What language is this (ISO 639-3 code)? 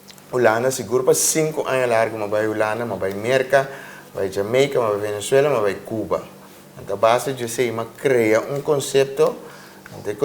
pap